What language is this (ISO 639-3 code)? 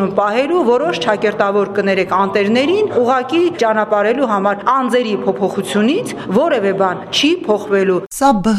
hye